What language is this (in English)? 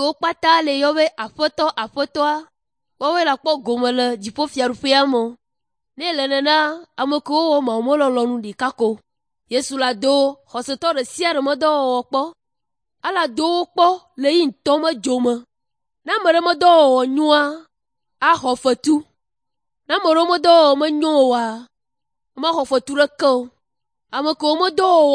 Ewe